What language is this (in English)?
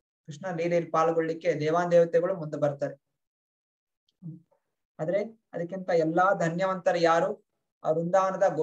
Kannada